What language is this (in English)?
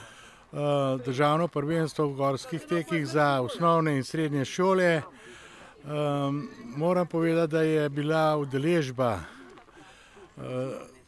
Slovenian